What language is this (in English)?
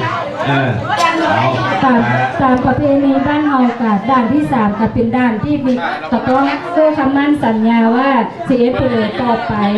Lao